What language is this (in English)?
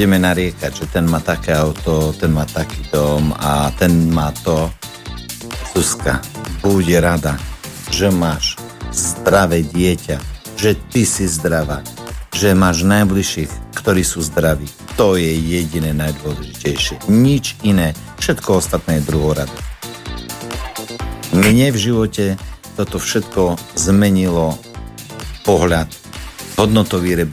Slovak